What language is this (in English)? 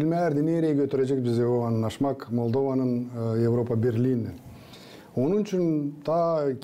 Gagauz